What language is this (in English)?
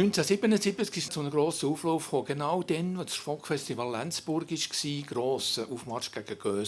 Swiss German